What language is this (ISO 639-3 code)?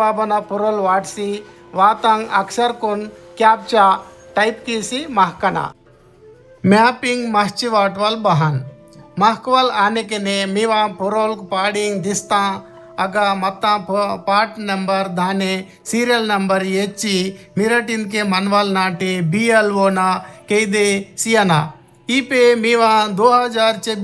gon